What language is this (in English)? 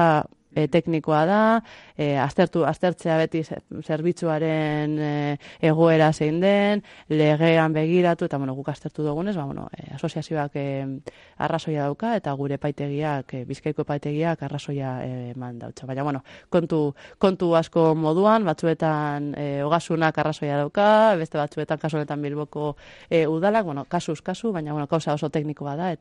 Basque